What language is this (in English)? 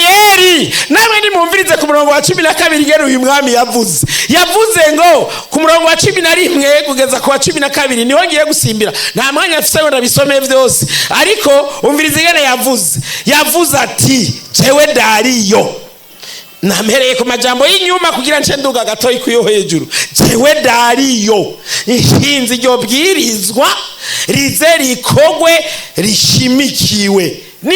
Rundi